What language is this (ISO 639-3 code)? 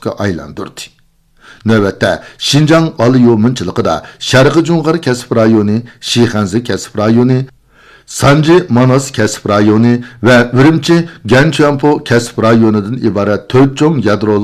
uig